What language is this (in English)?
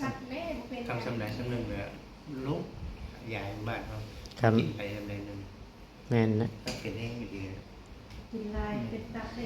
Northeastern Thai